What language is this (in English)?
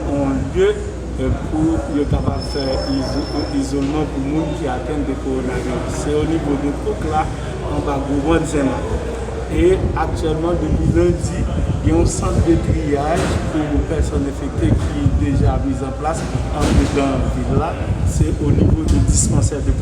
Haitian Creole